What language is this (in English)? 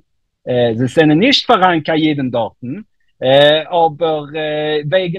Yiddish